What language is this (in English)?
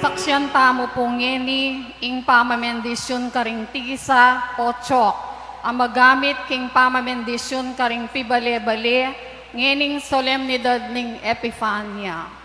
Pampanga